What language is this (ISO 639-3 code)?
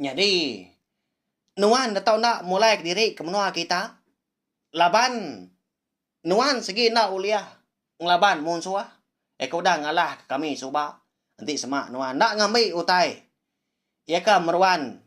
iba